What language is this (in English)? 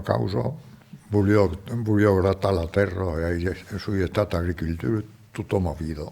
Occitan